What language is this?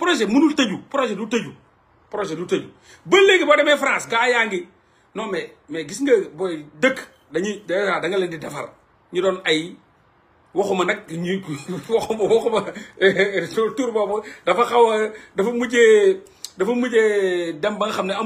Wolof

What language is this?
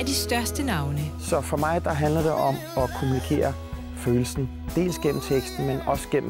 Danish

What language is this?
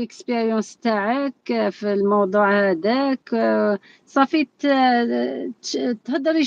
Algerian Arabic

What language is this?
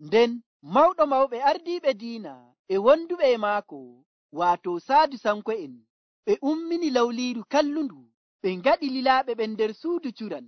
Nigerian Fulfulde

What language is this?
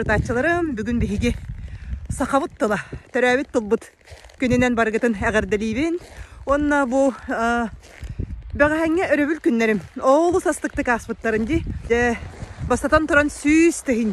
Yakut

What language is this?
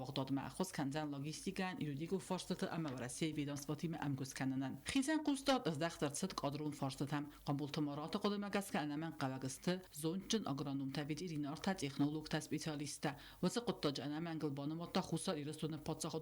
Ossetic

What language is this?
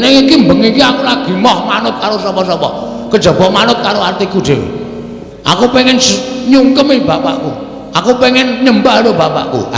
Javanese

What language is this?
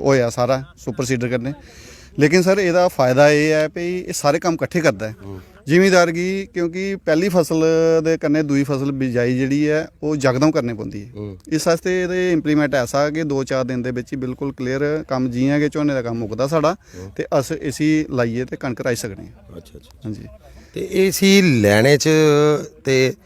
Dogri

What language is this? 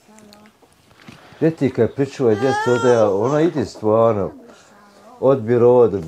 Bosnian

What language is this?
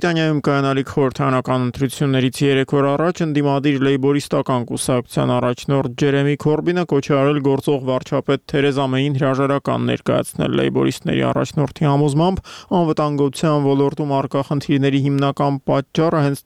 Armenian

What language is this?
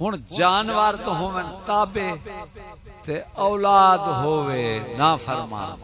Saraiki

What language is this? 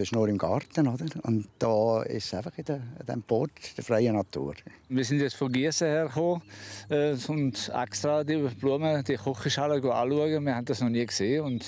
Swiss German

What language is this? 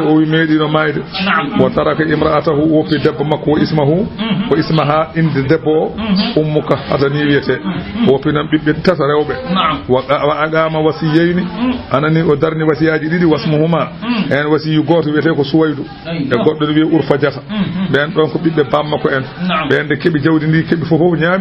Fula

